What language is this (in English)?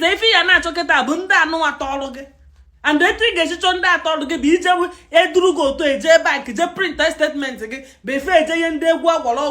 Igbo